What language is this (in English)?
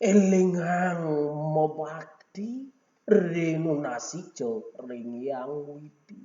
Balinese